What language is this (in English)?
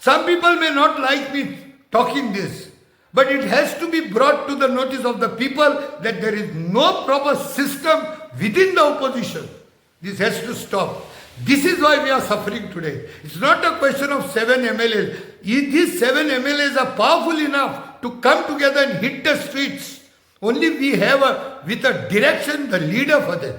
Konkani